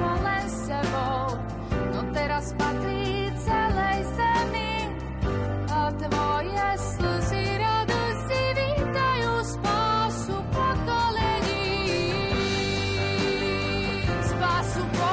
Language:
Slovak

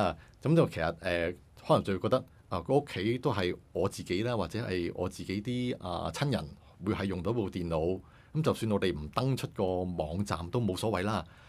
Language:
Cantonese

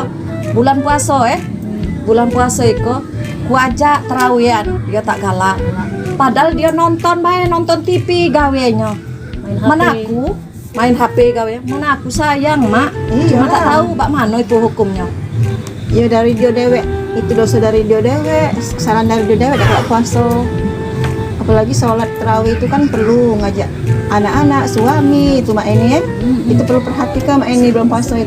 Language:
Musi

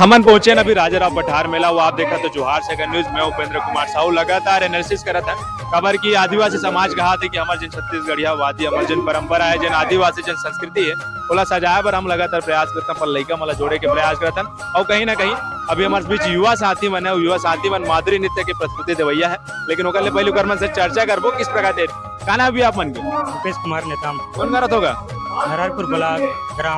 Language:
Chhattisgarhi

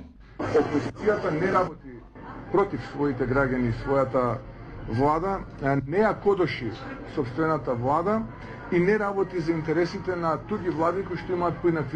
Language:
Macedonian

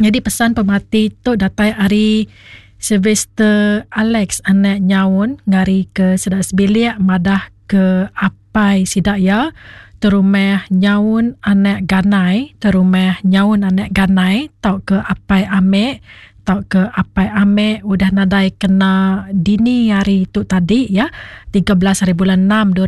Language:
Iban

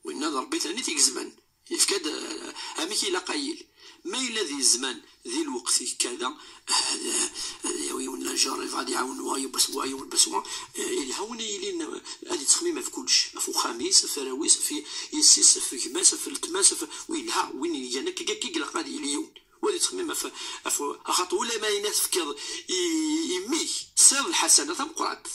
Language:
Kabyle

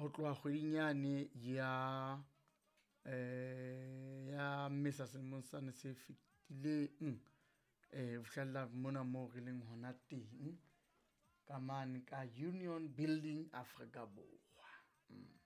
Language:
Southern Sotho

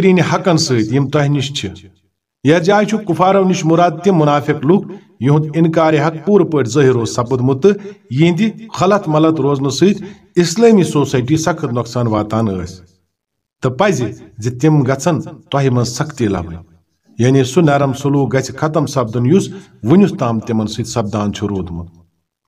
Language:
Kashmiri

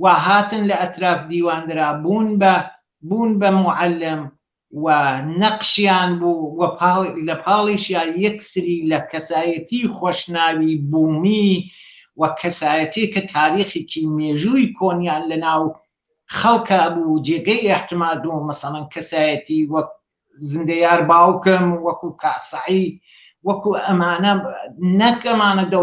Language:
Central Kurdish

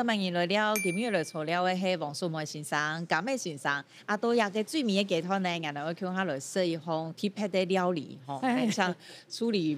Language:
Hakka Chinese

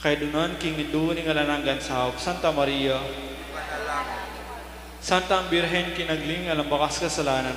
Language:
Pampanga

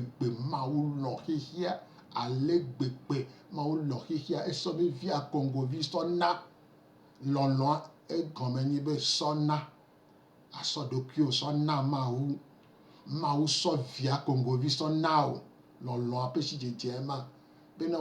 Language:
Gen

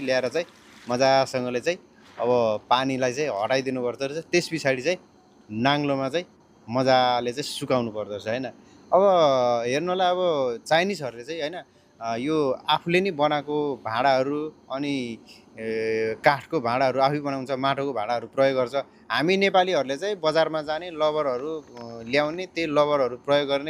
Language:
Nepali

